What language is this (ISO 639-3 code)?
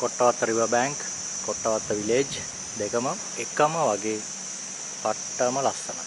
sin